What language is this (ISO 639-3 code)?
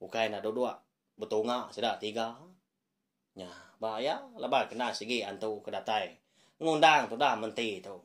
iba